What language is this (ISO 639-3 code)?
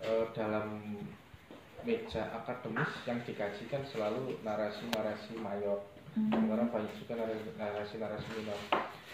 ind